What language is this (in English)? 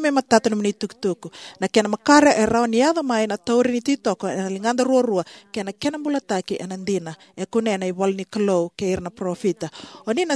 Fijian